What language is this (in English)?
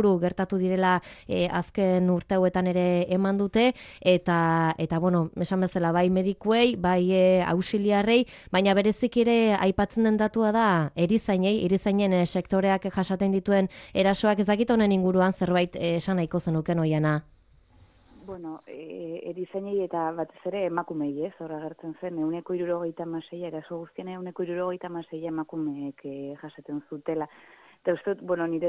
Basque